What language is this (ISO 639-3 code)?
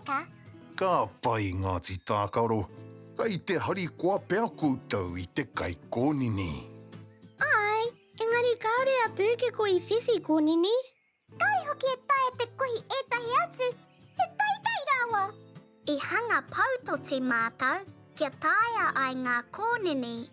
mri